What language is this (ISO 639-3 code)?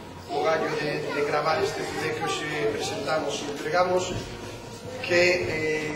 glg